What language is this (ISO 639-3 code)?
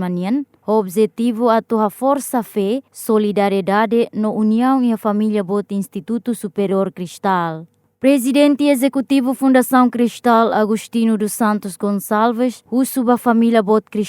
tet